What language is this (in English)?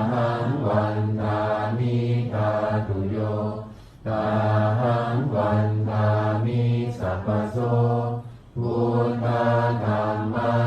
Pali